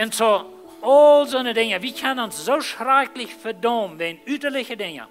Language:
Plautdietsch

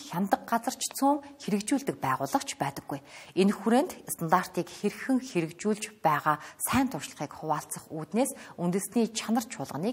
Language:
Mongolian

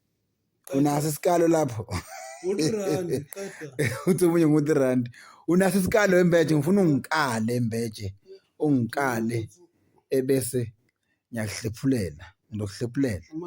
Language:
Zulu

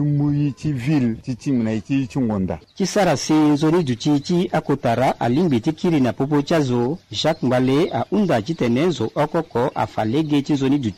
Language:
Sango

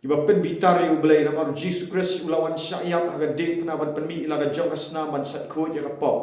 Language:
Khasi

